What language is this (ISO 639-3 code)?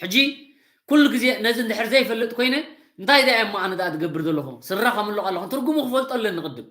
tir